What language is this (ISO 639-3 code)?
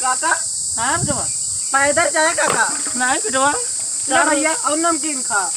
awa